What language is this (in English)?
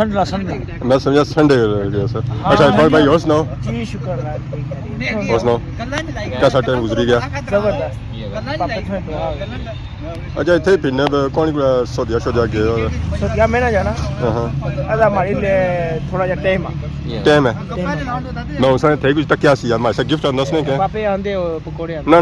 Pahari-Potwari